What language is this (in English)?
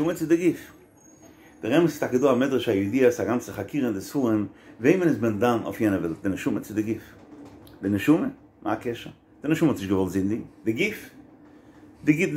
Yiddish